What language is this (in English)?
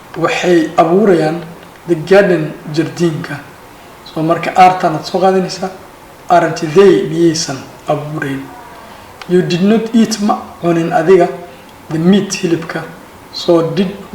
Somali